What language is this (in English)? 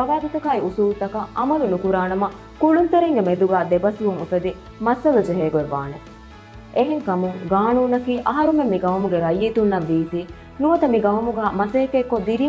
Divehi